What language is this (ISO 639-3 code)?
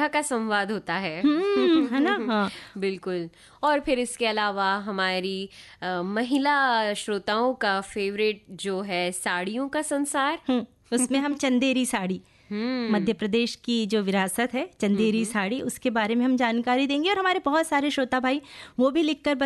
hin